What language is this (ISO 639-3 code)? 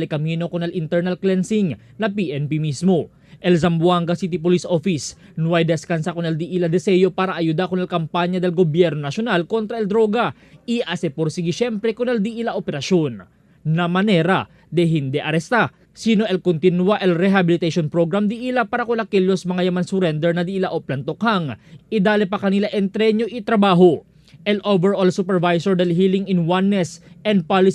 cbk